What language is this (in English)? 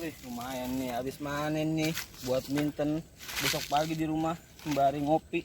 Betawi